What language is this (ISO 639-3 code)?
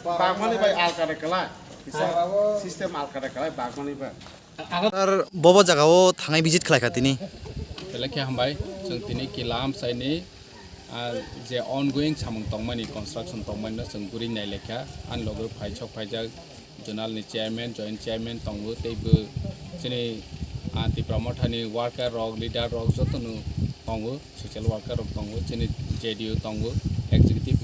trp